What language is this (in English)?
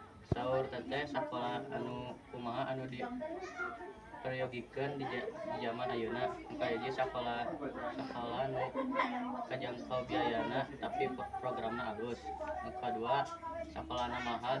Sundanese